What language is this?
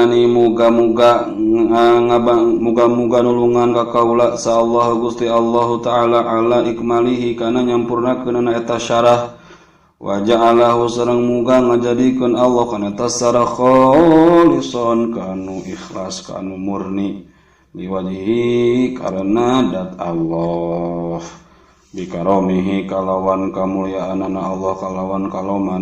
Sundanese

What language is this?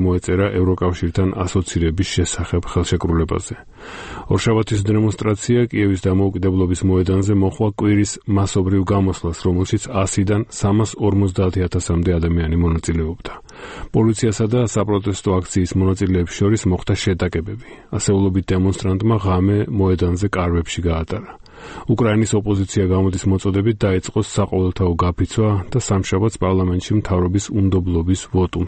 Georgian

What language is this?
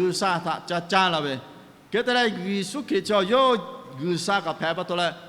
Lahu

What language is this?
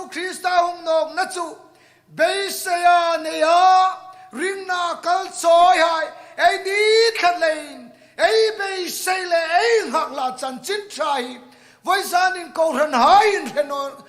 Hmar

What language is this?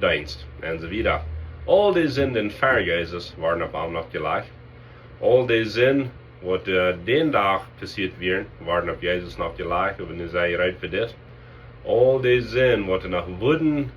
Plautdietsch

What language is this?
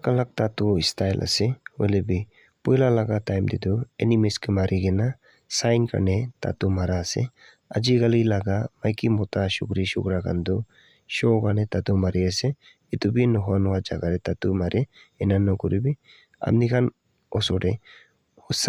Naga Pidgin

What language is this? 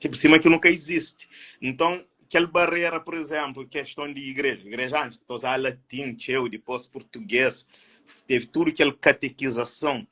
Kabuverdianu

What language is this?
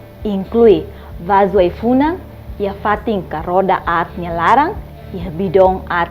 Tetum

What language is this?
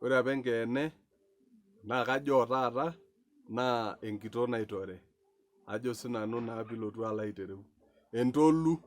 Masai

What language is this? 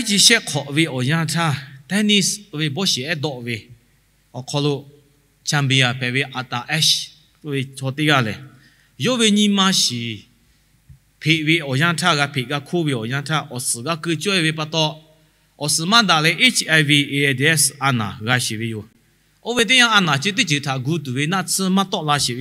Lahu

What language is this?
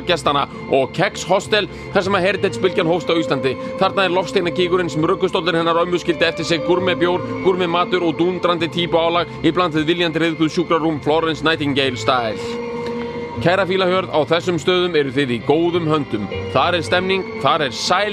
Icelandic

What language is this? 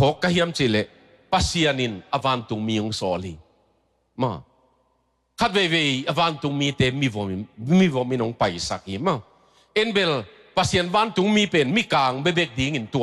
Tedim Chin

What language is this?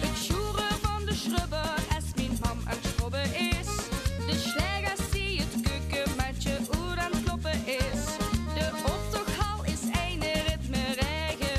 Limburgish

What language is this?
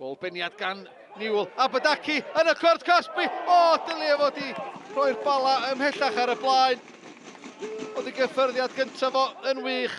Welsh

